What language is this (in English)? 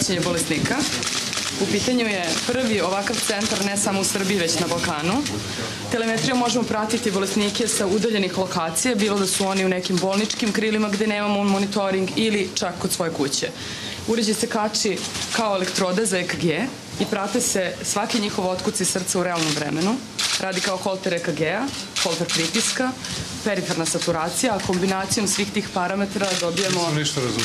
Serbian